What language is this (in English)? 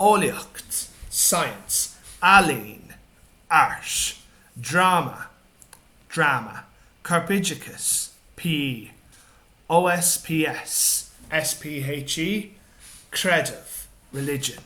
Irish